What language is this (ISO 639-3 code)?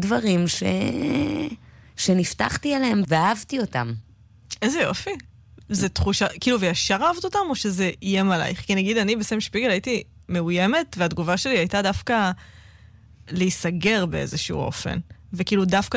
heb